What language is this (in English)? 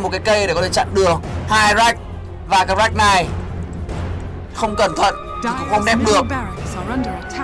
Vietnamese